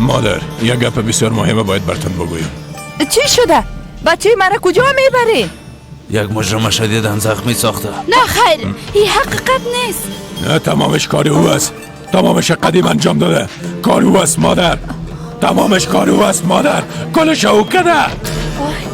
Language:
Persian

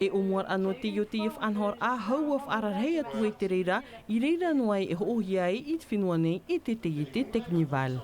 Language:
Tahitian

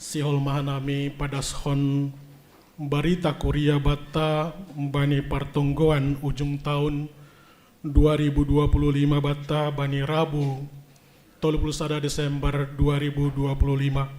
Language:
Batak Simalungun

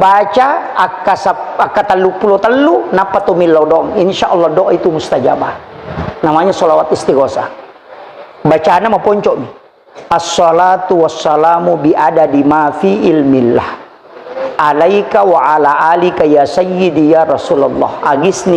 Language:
Buginese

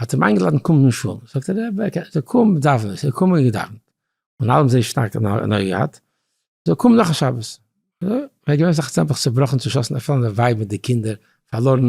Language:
Yiddish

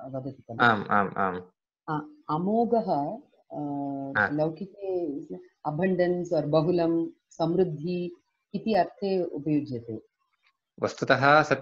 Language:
Sanskrit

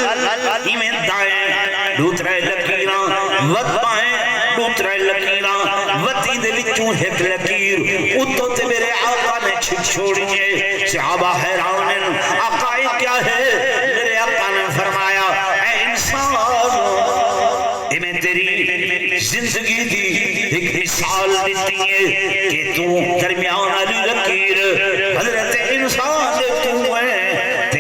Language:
Saraiki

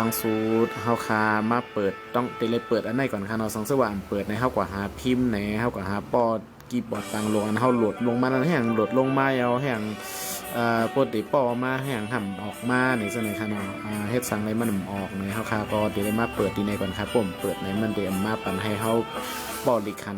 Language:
Shan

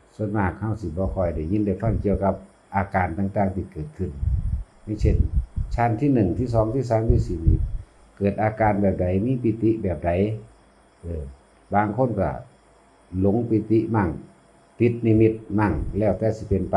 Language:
Northeastern Thai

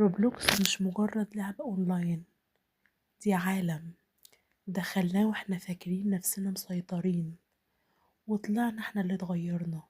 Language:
Egyptian Arabic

